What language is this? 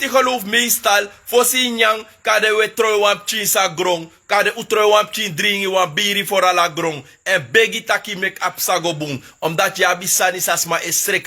Sranan Tongo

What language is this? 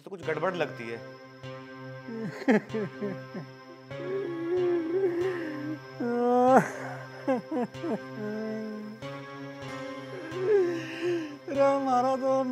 Hindi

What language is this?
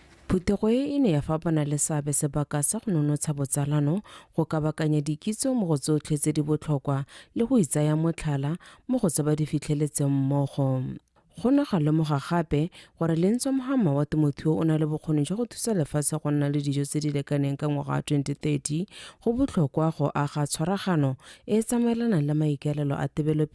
Tswana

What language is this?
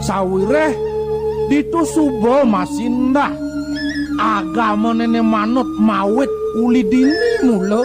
Balinese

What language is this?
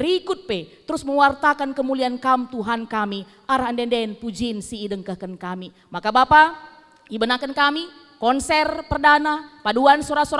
Batak Karo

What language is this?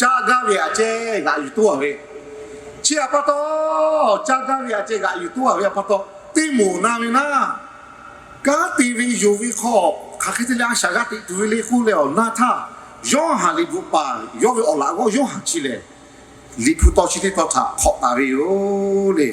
Lahu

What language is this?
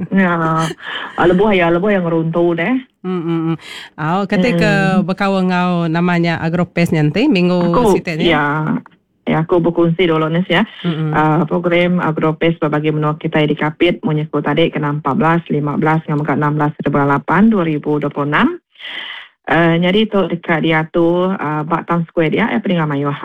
Iban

